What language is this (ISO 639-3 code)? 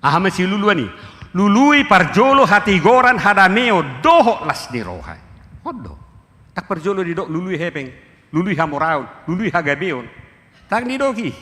bbc